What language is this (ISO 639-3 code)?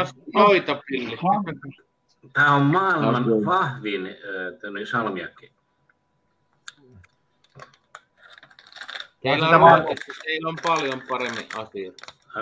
fin